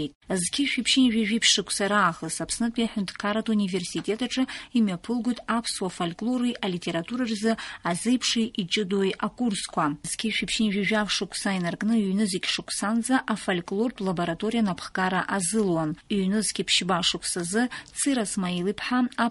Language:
Abkhazian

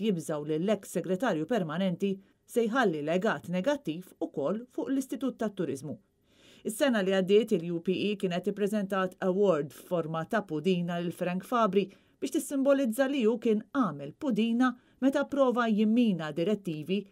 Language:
Maltese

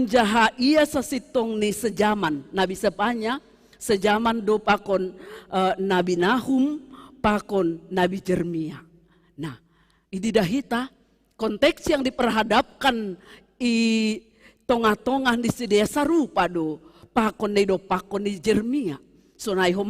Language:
Batak Simalungun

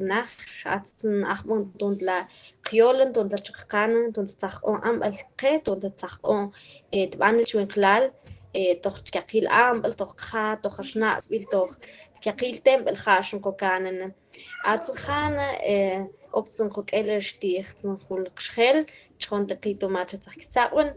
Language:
Mam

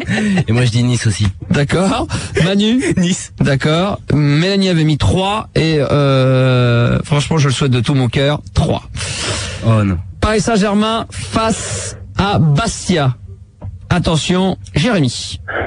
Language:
French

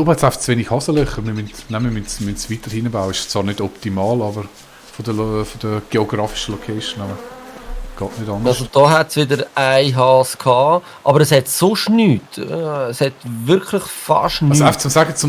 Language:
Swiss German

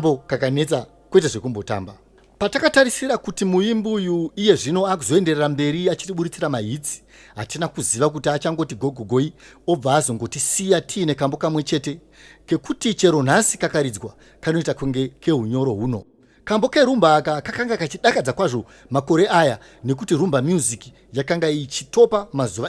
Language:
Shona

